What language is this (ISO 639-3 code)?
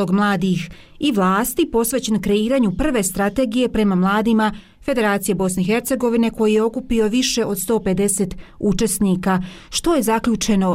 bos